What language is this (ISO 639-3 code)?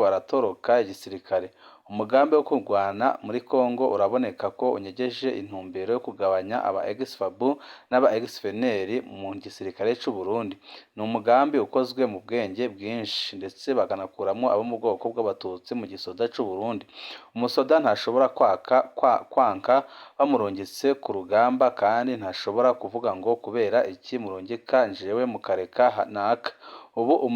run